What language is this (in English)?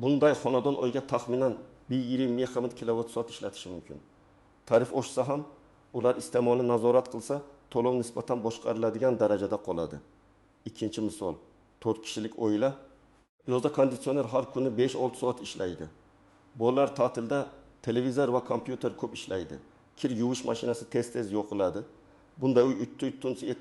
Uzbek